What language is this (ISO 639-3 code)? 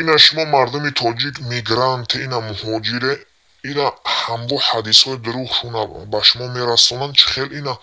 tgk